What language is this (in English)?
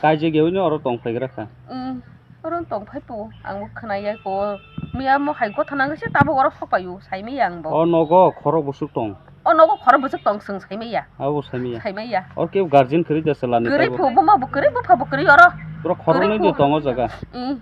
Kok Borok